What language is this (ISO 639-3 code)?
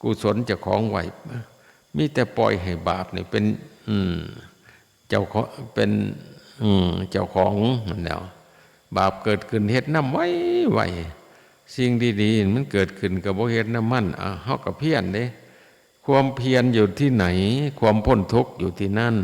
tts